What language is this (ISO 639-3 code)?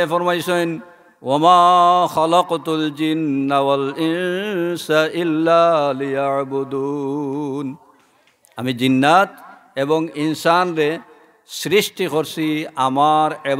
syl